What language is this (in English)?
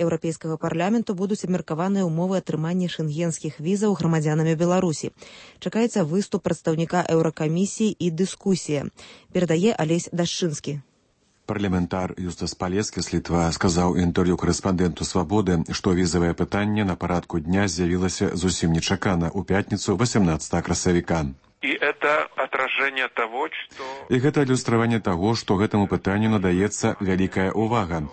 Belarusian